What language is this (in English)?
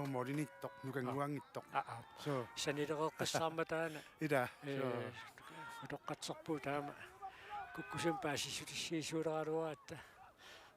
Kalaallisut